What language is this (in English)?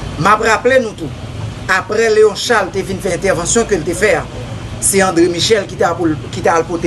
Haitian Creole